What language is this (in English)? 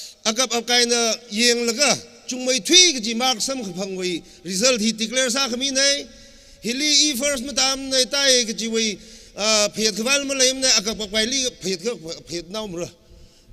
Tangkhul Naga (India)